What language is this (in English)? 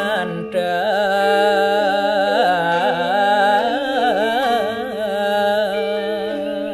Balinese